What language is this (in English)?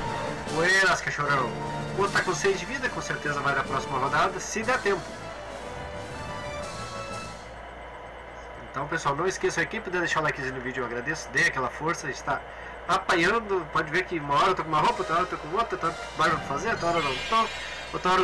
Portuguese